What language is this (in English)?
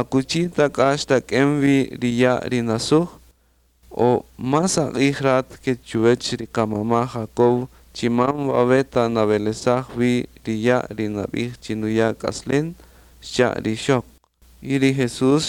Kaqchikel